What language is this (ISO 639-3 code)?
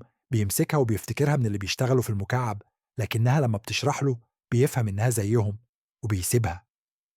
arz